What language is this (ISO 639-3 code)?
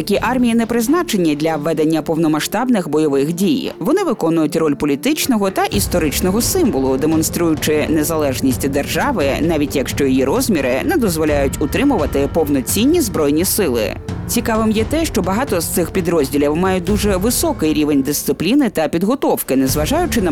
ukr